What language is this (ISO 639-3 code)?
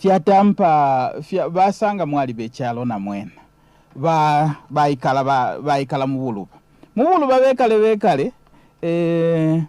bem